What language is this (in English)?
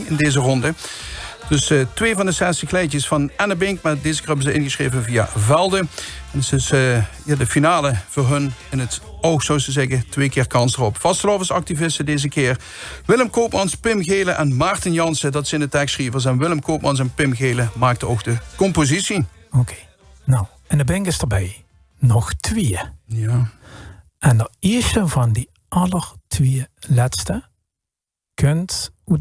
Limburgish